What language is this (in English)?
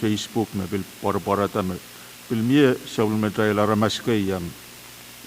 Pohnpeian